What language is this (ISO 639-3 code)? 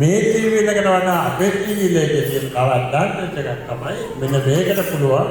sin